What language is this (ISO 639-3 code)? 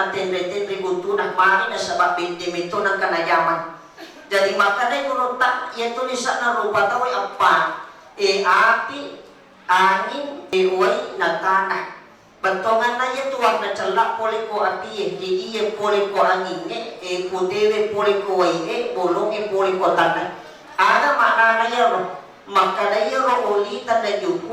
bug